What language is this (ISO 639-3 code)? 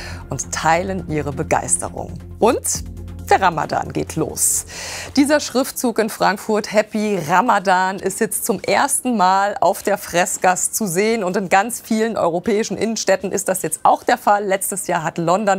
deu